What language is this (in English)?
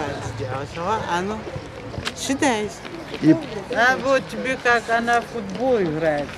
Adyghe